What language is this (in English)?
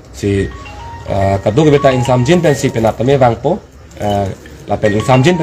Karbi